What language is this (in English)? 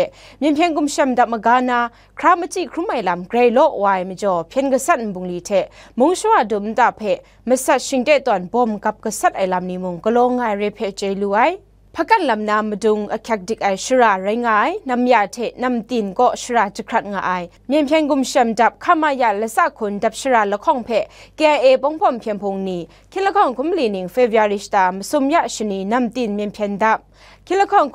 Kachin